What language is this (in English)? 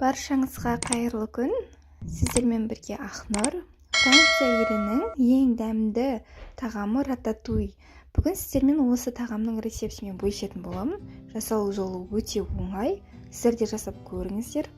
Kazakh